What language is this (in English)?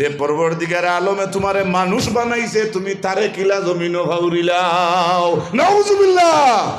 Sylheti